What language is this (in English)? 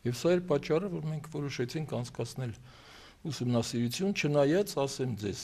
Armenian